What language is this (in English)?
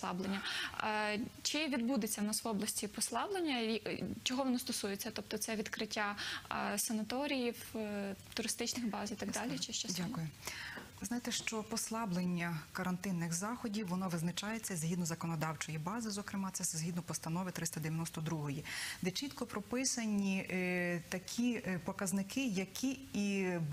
Ukrainian